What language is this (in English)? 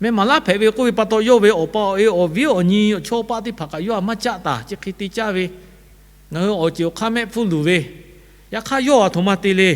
Lahu